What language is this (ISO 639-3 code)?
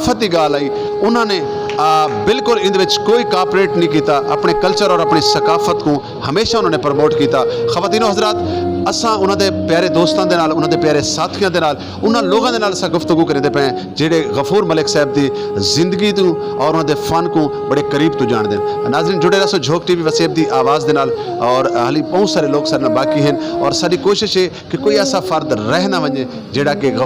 skr